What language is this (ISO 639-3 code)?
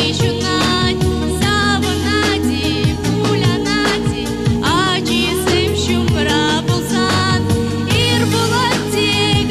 chv